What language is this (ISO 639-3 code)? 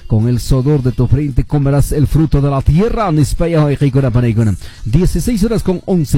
que